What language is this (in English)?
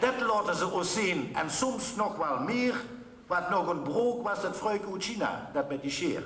Limburgish